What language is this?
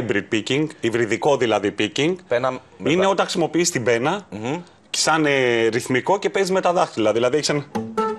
Greek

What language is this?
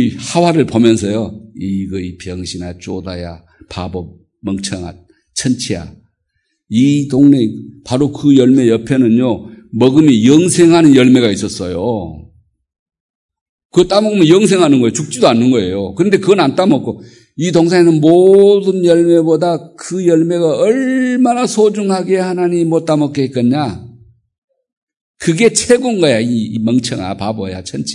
Korean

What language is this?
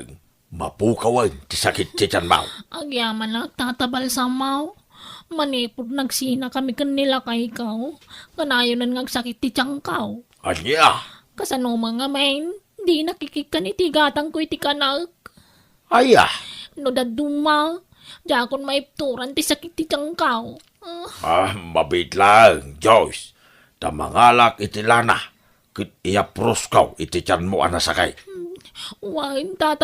Iloko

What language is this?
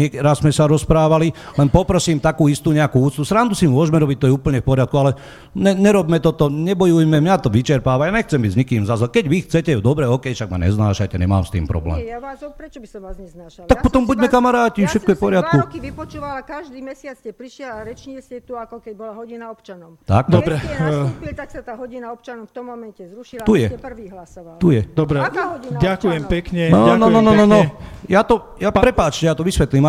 Slovak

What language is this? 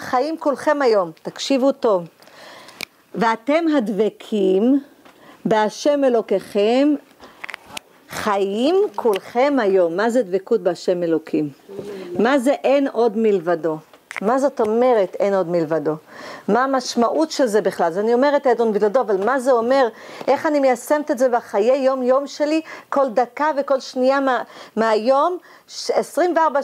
Hebrew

